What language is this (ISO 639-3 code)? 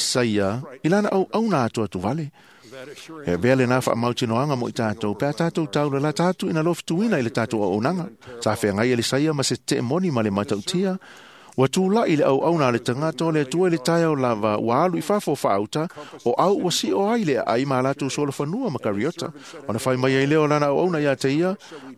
smo